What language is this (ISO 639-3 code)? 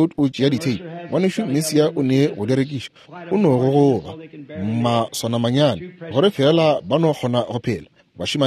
nso